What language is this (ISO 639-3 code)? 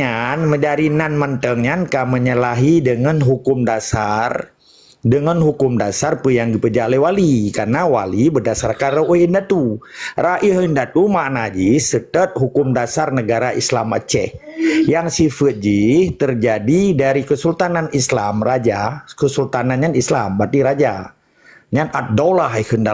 ace